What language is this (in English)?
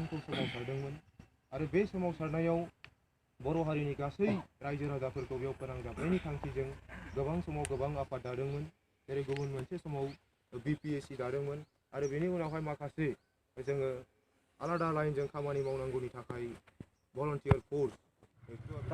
Bodo